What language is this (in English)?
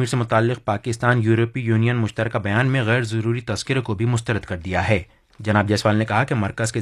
Urdu